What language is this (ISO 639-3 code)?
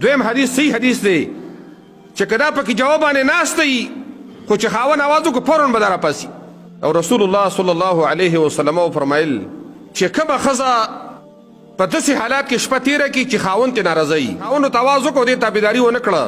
pus